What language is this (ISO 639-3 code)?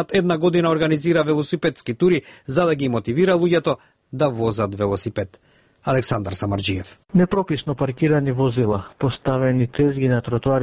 mkd